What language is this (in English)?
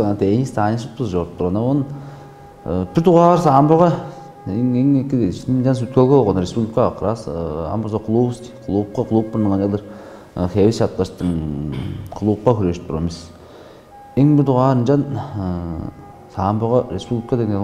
Tuvinian